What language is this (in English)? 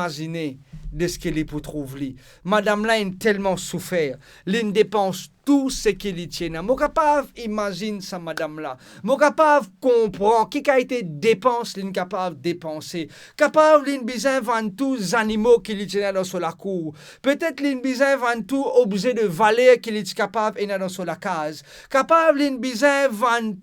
Morisyen